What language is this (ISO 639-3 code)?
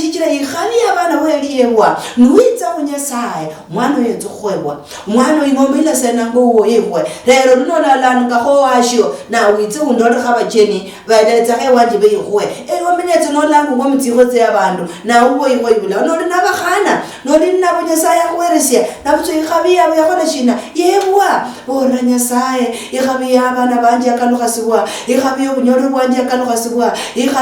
luy